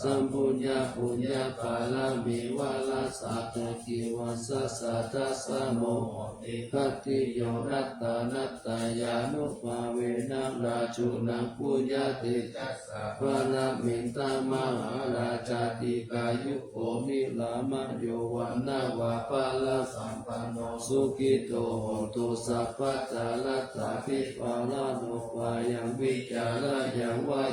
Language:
Pali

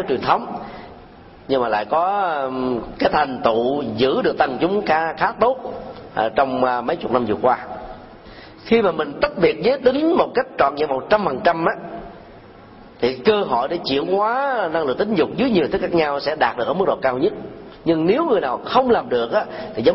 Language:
Vietnamese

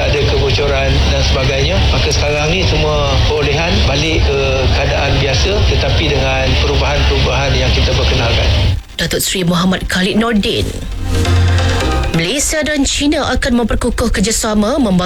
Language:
Malay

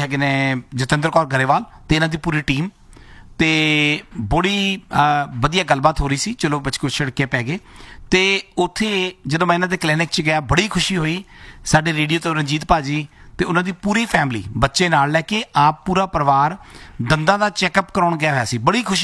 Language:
Punjabi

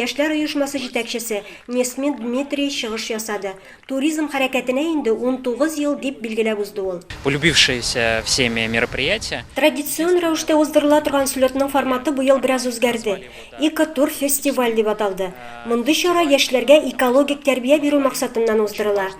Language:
Tatar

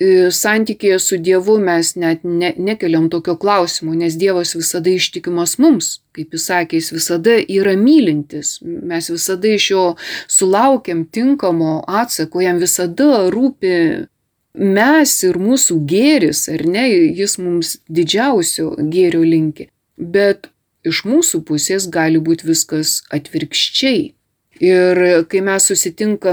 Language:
Lithuanian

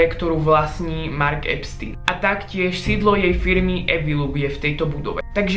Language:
Slovak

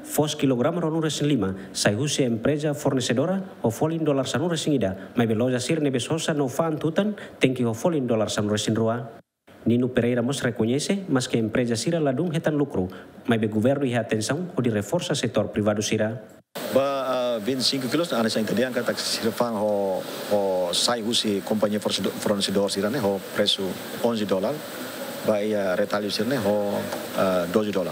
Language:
Tetum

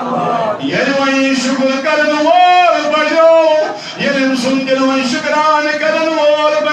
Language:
Kashmiri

